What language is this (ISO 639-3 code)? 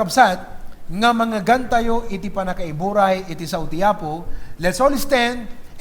ilo